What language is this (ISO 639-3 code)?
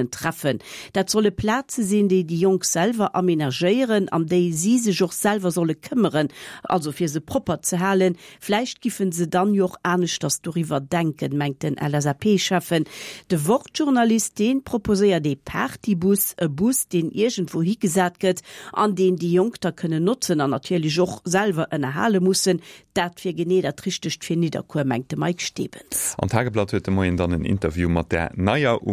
ltz